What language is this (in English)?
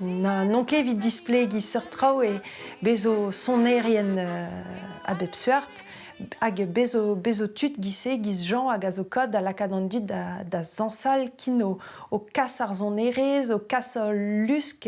Breton